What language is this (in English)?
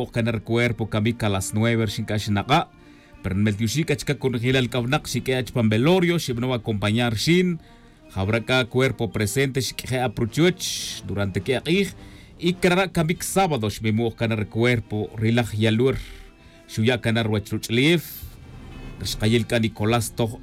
Tz'utujil